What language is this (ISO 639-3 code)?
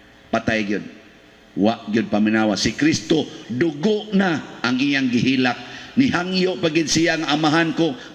ceb